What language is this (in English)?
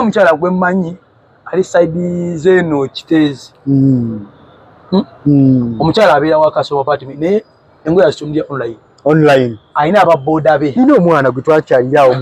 Ganda